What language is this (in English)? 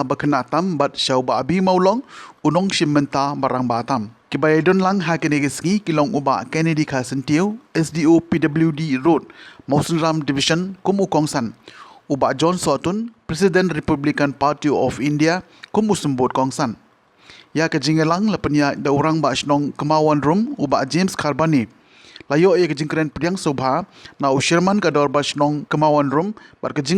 Khasi